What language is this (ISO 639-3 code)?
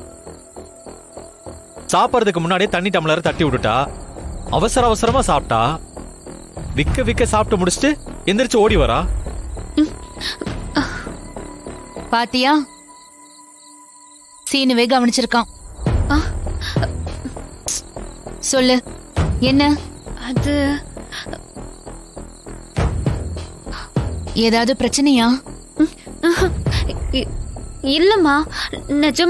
tam